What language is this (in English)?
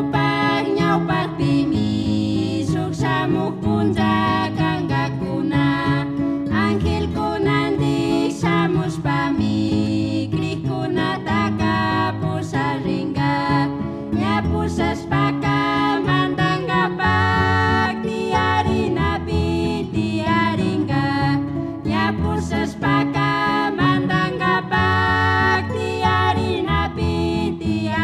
Chimborazo Highland Quichua